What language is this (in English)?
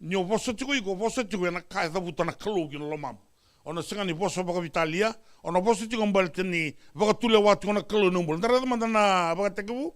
Fijian